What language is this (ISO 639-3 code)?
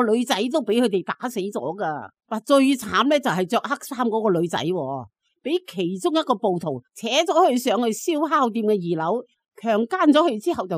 yue